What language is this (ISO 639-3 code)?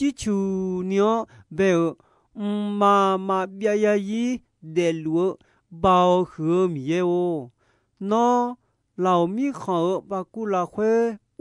ahk